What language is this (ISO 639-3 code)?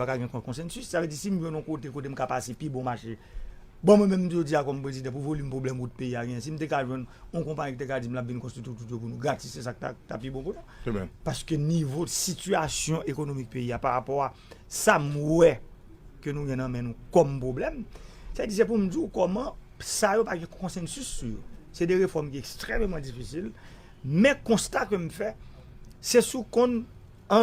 hat